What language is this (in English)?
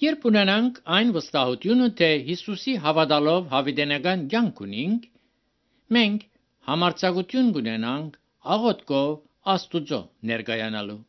Armenian